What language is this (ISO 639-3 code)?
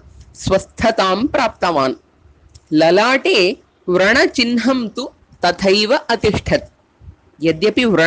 san